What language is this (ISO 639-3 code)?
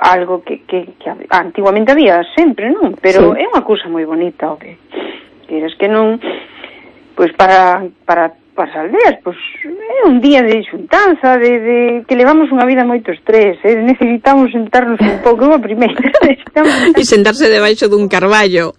glg